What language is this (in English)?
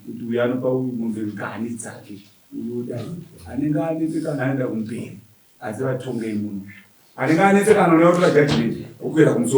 Shona